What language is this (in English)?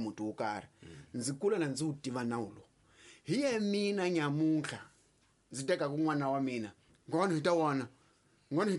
Tsonga